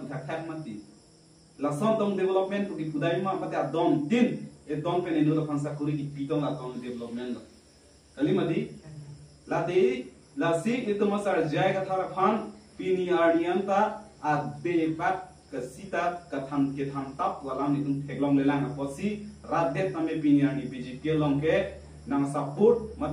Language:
Karbi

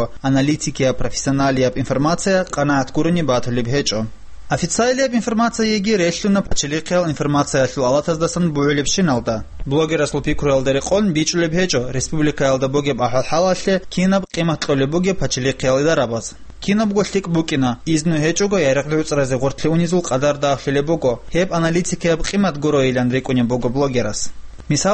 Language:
Avaric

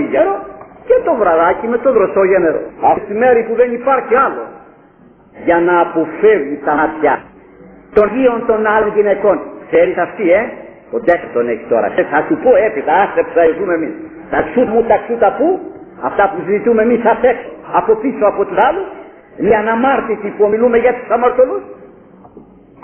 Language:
Greek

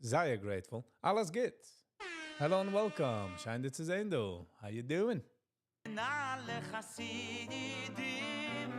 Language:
Yiddish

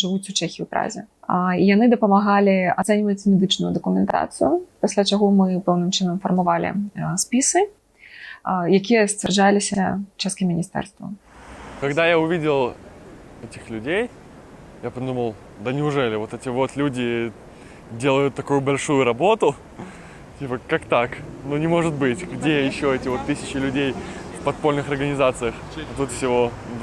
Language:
Belarusian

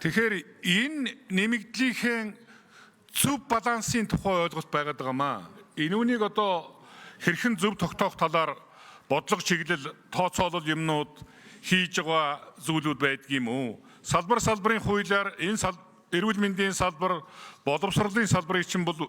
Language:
Mongolian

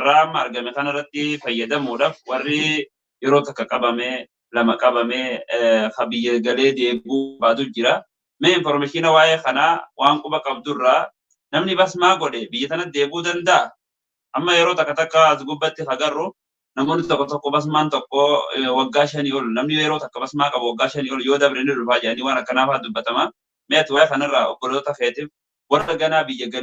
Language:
Oromo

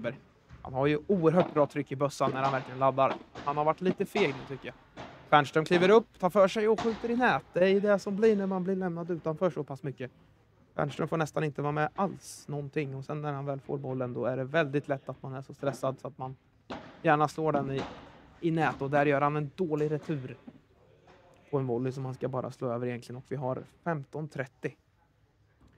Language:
Swedish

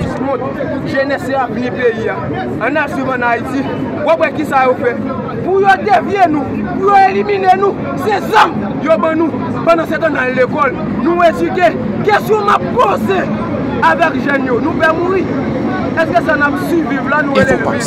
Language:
Haitian Creole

